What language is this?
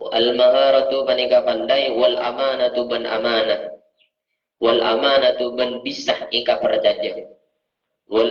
Madurese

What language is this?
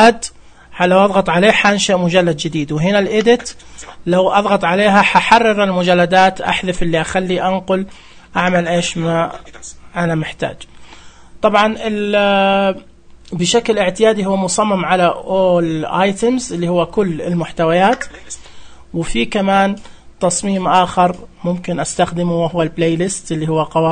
Najdi Arabic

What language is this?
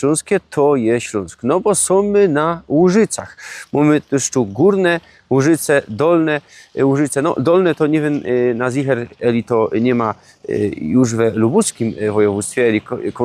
Silesian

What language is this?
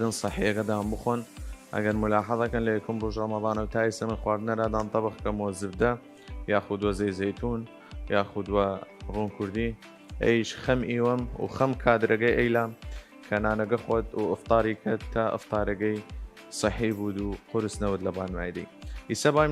Southern Kurdish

